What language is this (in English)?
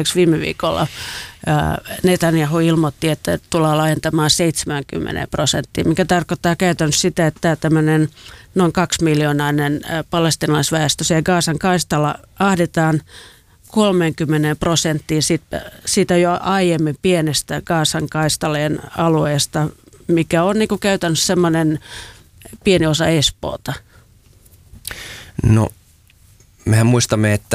Finnish